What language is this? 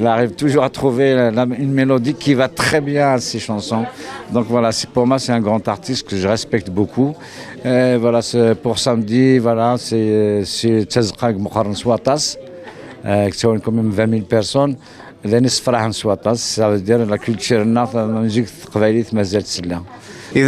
Kabyle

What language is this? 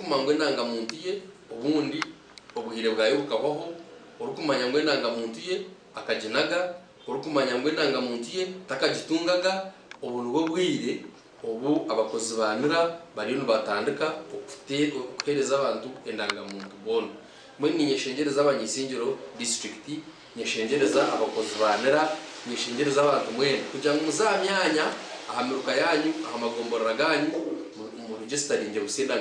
Nyankole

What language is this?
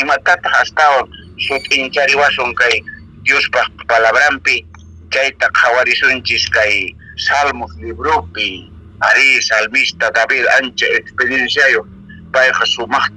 Quechua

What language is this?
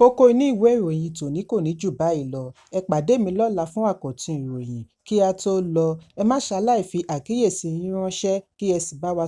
Yoruba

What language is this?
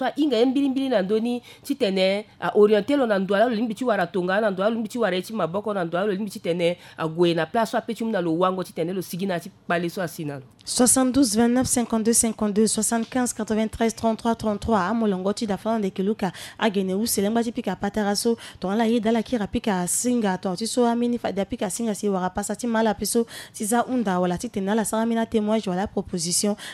Sango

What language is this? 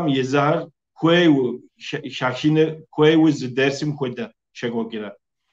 Kabardian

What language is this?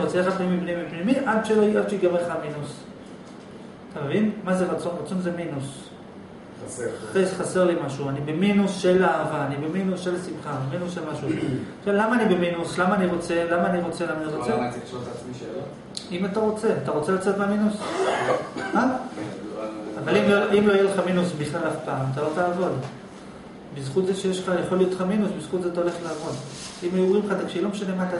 Hebrew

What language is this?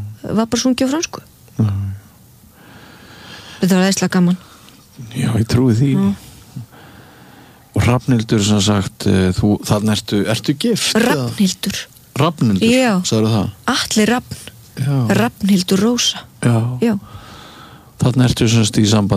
Icelandic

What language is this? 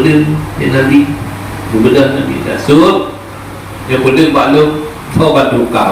Achinese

